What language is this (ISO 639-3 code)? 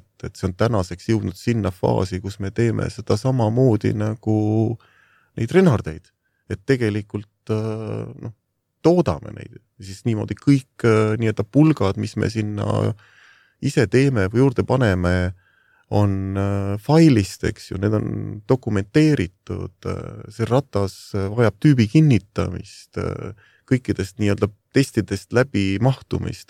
est